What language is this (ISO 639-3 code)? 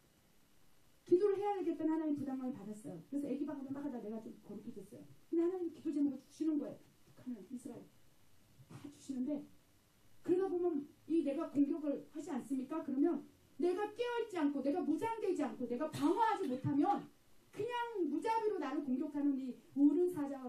kor